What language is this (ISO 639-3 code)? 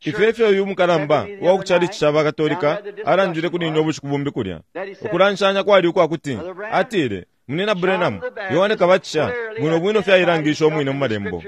bem